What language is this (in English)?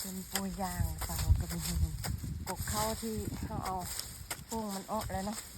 Lao